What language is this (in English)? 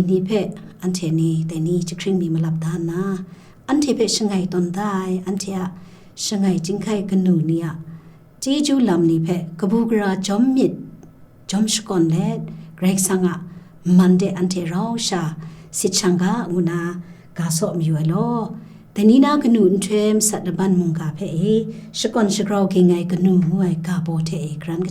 Kachin